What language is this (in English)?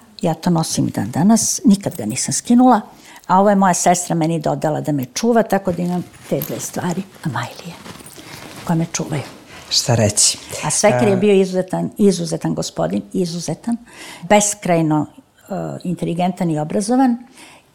Serbian